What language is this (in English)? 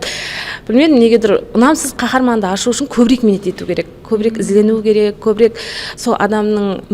Kara-Kalpak